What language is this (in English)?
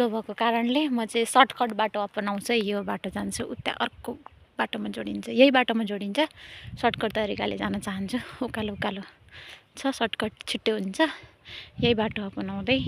Nepali